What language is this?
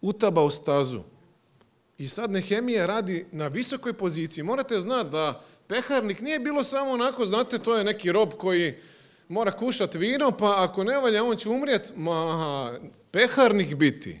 Croatian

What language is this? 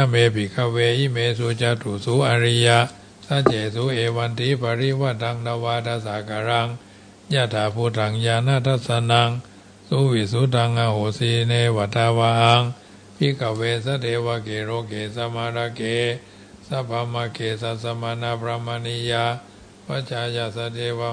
Pali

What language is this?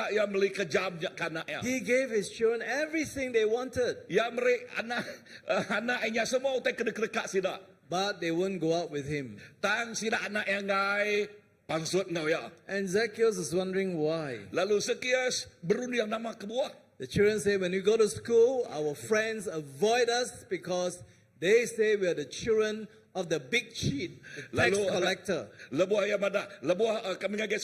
Iban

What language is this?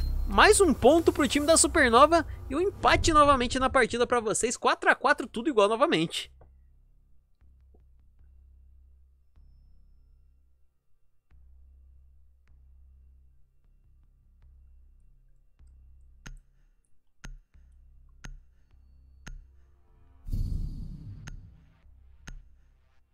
Portuguese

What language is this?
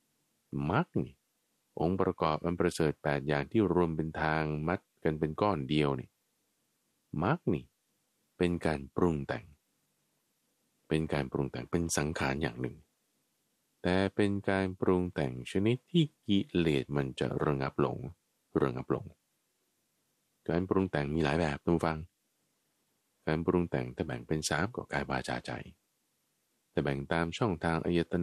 Thai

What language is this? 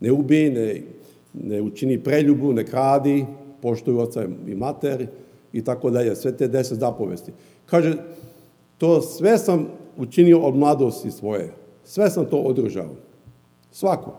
Serbian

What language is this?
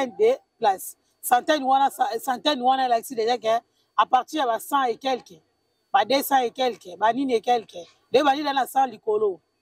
Lingala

